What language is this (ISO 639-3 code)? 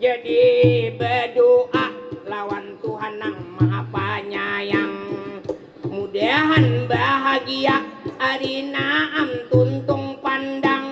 bjn